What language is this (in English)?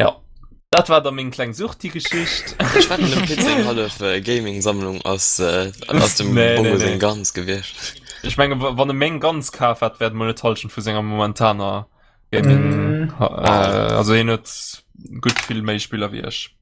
Luxembourgish